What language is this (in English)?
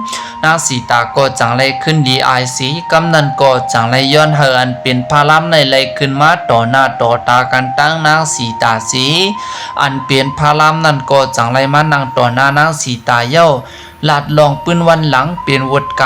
Shan